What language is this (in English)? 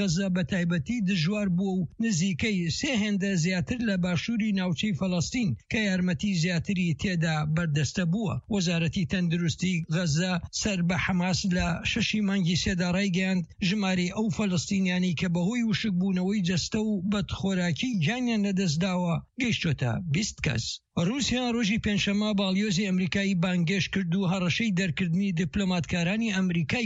Central Kurdish